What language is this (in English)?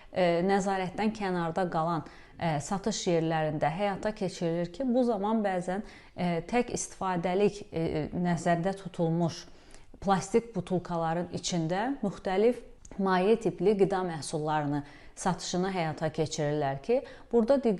Azerbaijani